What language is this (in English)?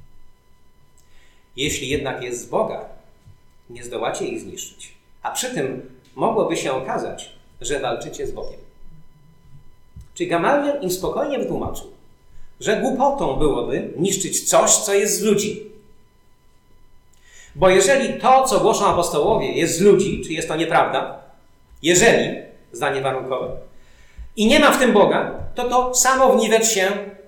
Polish